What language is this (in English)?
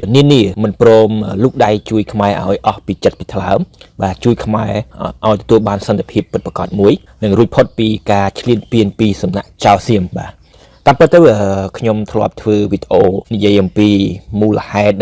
Khmer